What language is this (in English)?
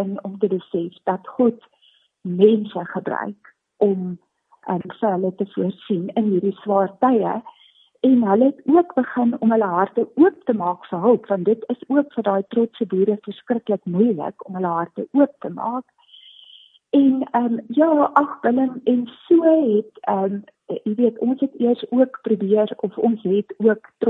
Afrikaans